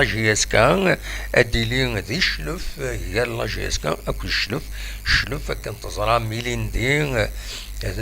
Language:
Kabyle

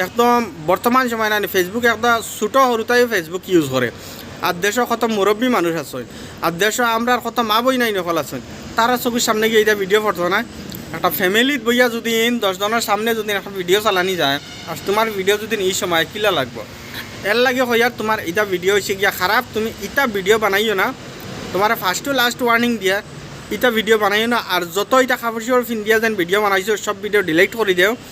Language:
Sylheti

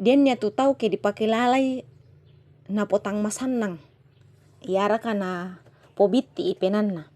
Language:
Toraja-Sa'dan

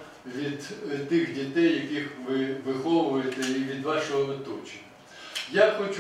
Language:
Ukrainian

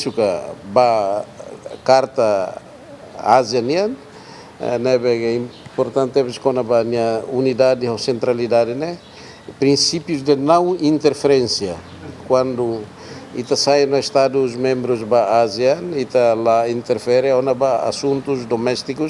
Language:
Tetum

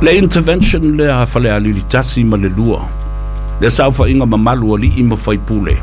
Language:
Samoan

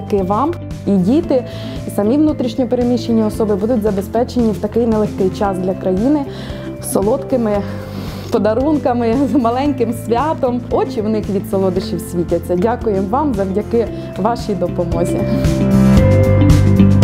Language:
Ukrainian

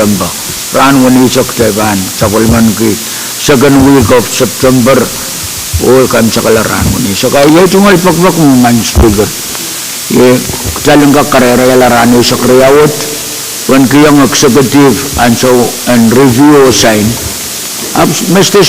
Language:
Pohnpeian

